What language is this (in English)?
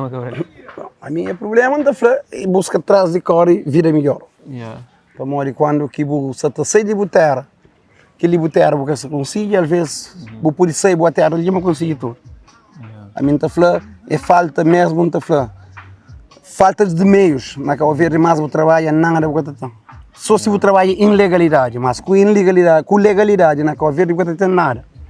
Kabuverdianu